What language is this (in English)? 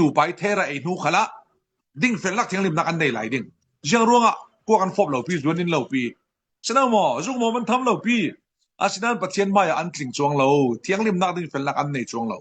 Falam Chin